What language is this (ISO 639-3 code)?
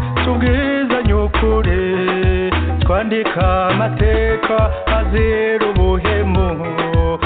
kin